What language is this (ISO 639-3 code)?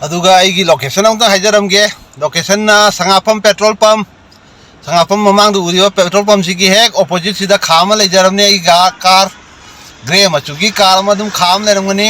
mni